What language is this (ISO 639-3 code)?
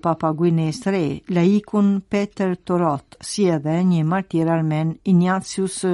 sqi